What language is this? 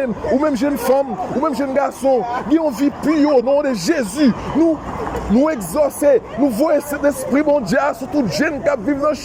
Haitian Creole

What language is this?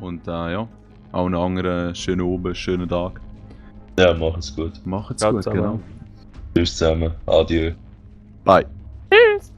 Swiss German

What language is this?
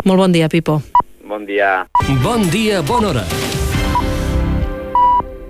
Catalan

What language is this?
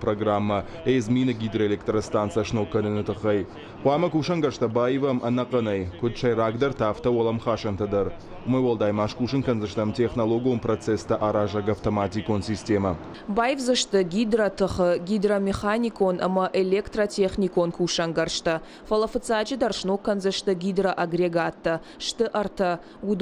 Ossetic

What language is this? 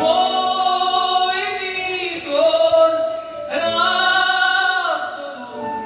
Rusyn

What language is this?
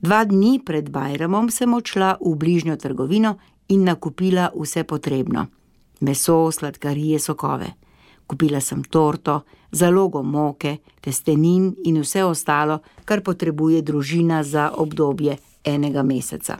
Slovenian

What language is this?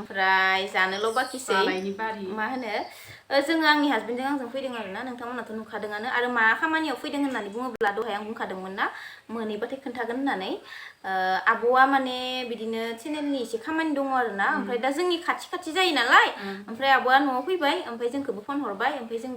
Bodo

